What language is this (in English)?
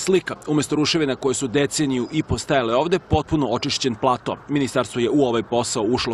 Serbian